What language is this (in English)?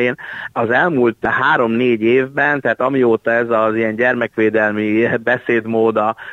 Hungarian